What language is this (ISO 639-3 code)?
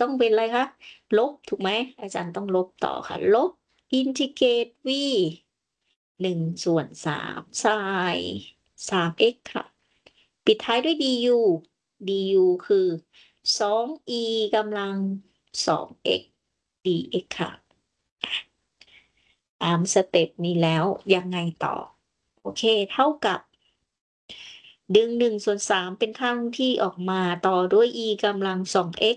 tha